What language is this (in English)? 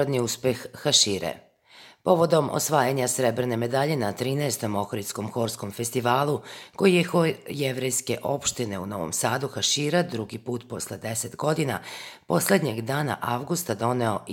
Serbian